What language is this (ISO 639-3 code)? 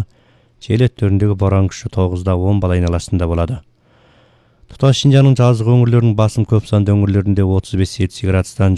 kaz